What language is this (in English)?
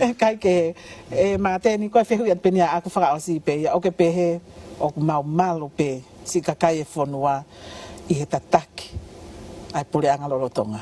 Tongan